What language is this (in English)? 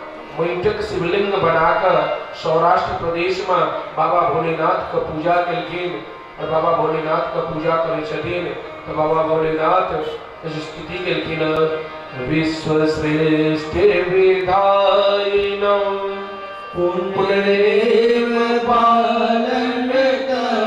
Maithili